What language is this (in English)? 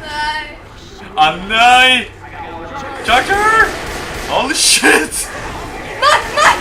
Faroese